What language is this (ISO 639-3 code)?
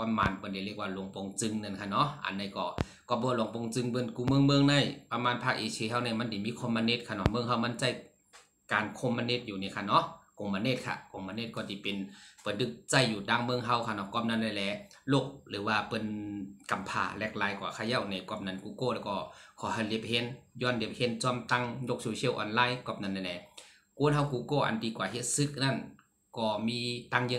shn